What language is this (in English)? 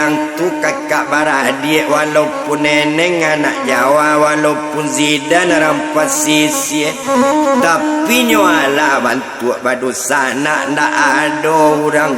Minangkabau